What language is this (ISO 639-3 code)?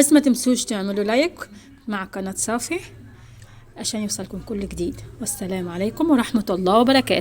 arz